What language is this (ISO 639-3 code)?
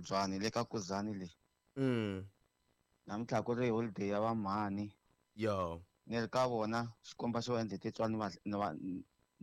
tso